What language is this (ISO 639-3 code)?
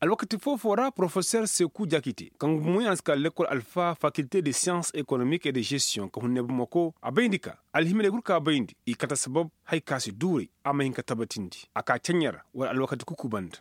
ses